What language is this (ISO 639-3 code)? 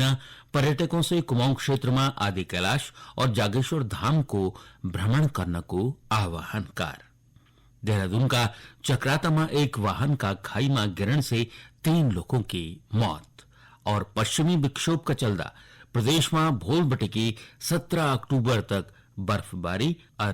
gbm